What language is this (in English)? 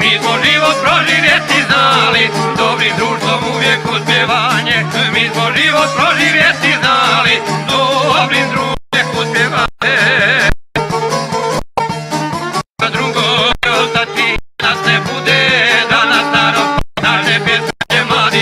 Croatian